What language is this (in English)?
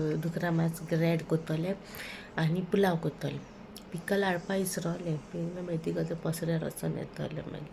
Konkani